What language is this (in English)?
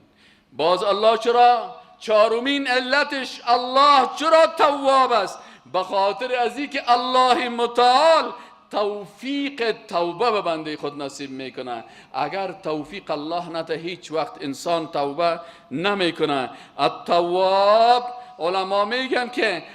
Persian